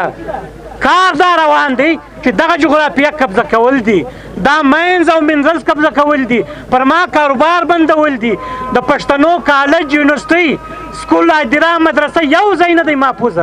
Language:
Pashto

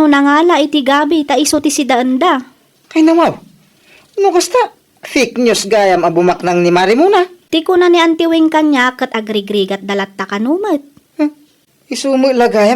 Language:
Iloko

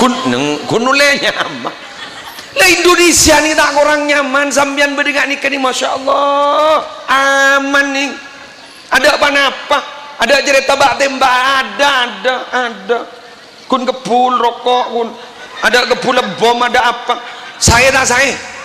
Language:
Madurese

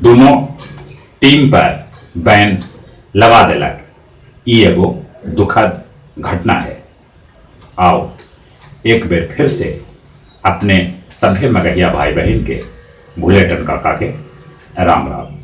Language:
Magahi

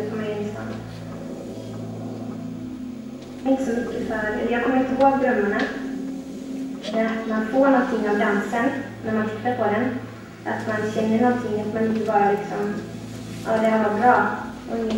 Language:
Swedish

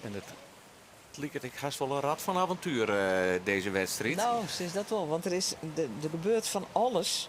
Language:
Western Frisian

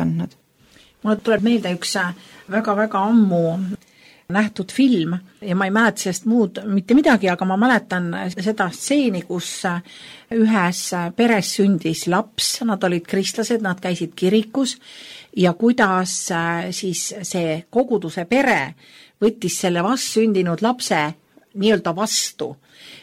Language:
Estonian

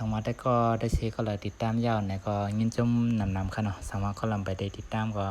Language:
Shan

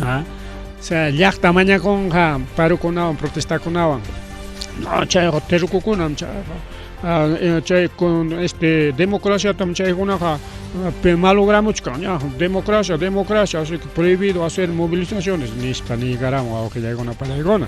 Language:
Ayacucho Quechua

